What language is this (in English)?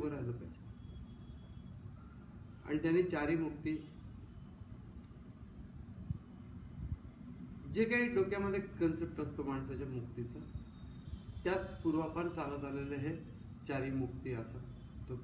Marathi